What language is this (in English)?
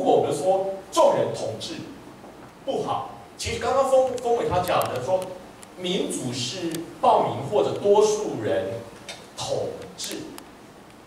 Chinese